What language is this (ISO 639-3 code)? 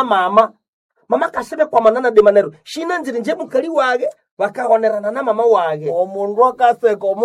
nnb